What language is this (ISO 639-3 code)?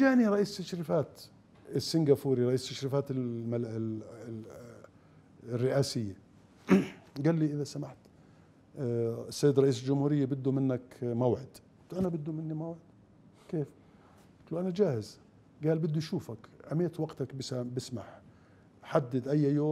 acm